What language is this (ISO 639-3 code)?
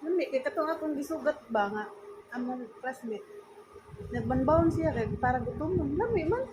ceb